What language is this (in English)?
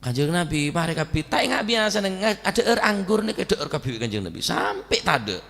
Madurese